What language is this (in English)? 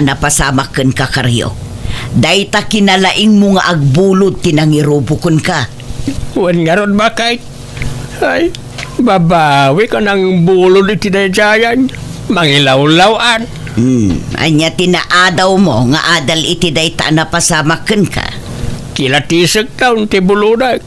Iloko